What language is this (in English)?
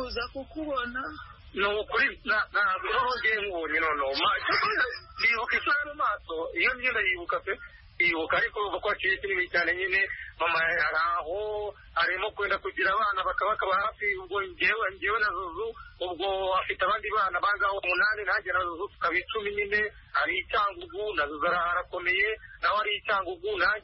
Kinyarwanda